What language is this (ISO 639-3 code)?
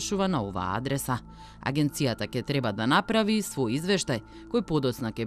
mkd